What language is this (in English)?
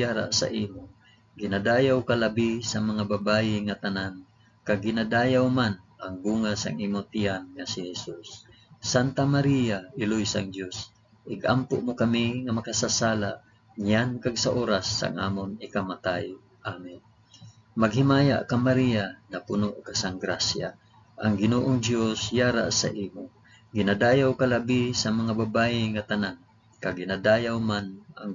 Hiligaynon